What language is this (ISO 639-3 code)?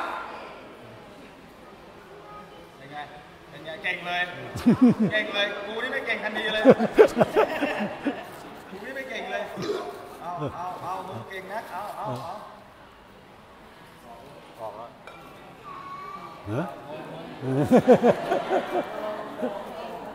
tha